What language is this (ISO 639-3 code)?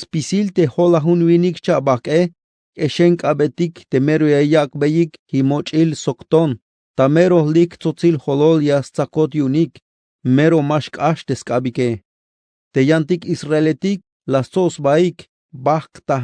tzh